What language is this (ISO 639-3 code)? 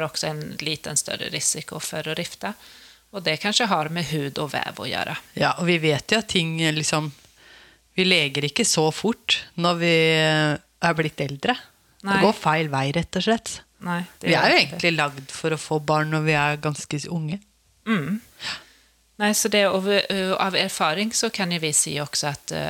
nor